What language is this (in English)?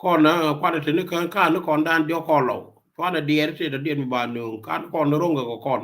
Nuer